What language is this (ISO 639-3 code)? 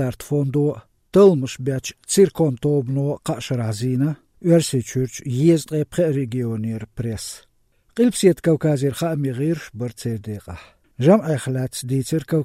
che